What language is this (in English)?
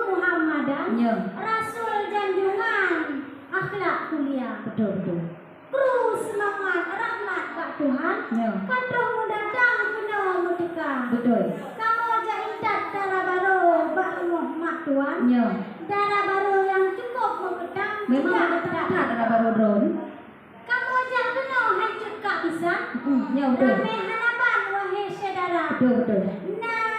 Achinese